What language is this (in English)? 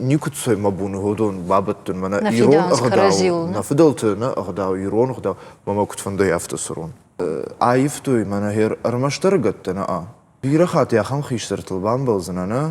Ossetic